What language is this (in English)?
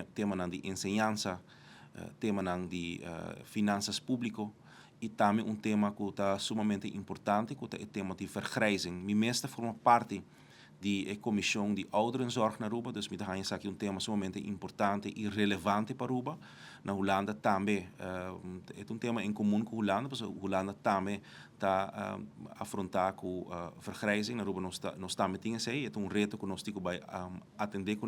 Papiamento